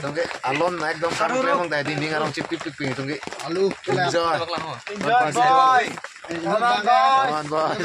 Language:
Karbi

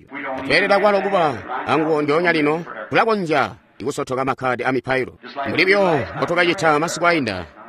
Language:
Tonga (Zambia)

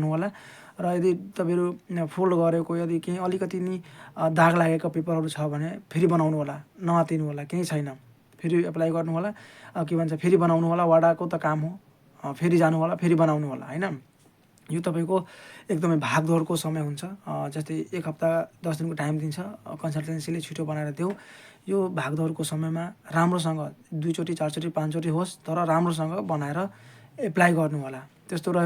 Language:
Nepali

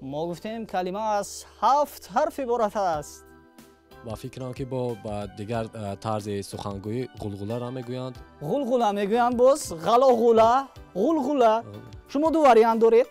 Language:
Tajik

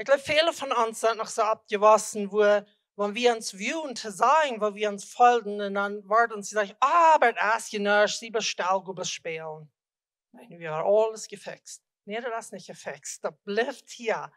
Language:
Plautdietsch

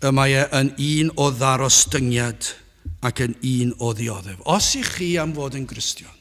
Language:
Welsh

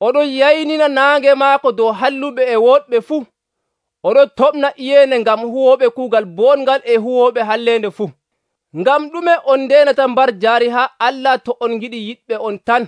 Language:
Nigerian Fulfulde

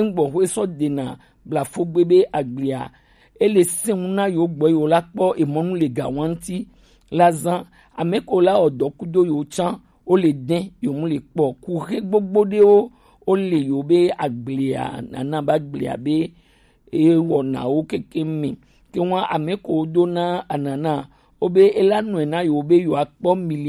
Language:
Gen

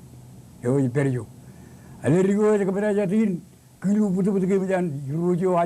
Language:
Marshallese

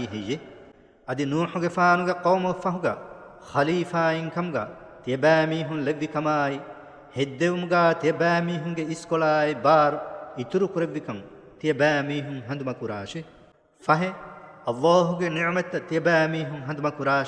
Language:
Divehi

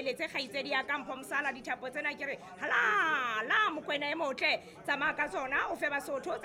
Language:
Southern Sotho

